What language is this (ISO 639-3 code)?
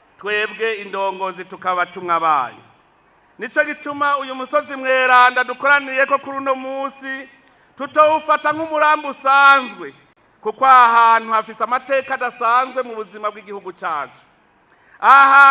run